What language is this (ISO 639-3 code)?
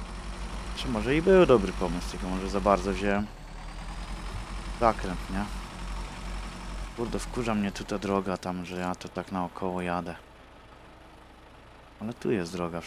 pol